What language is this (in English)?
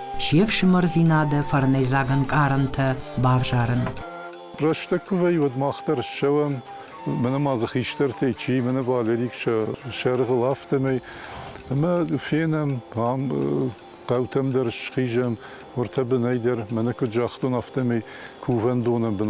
Ossetic